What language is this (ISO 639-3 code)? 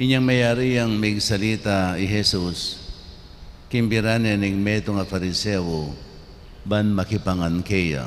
pam